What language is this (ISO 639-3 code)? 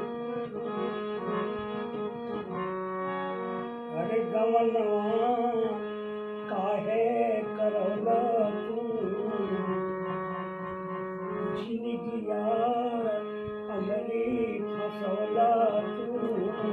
bho